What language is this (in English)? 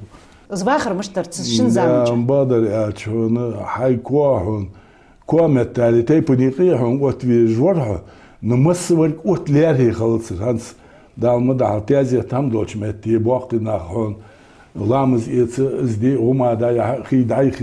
Ingush